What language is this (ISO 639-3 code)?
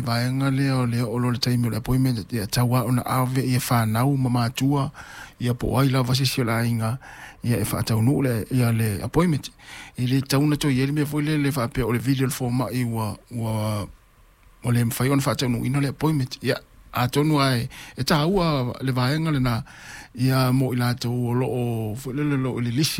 smo